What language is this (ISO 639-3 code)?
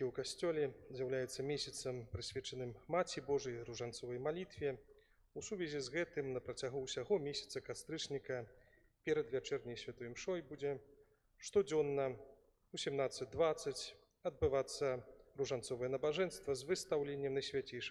bel